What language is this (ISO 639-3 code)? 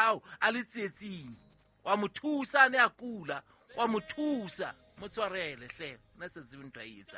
sot